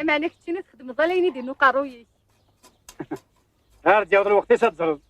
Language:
Kabyle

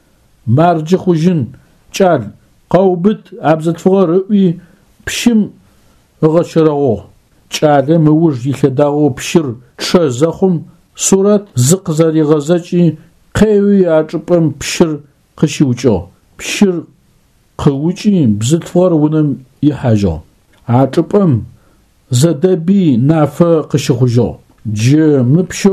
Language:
Adyghe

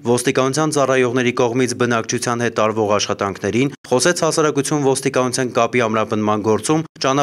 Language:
Armenian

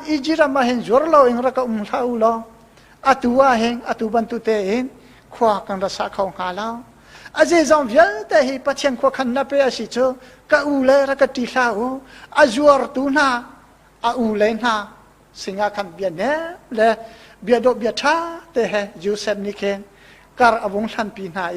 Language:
Hakha Chin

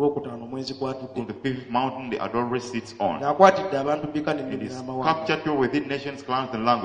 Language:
Ganda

